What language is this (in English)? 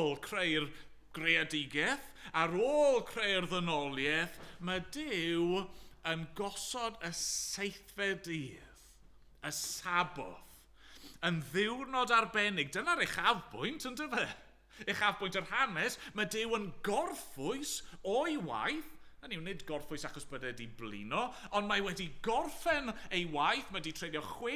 Welsh